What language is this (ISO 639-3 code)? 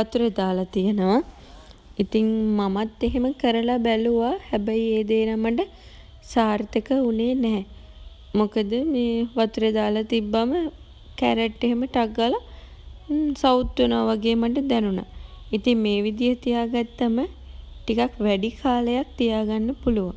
sin